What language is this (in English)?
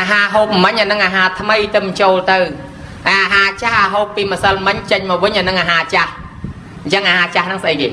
Khmer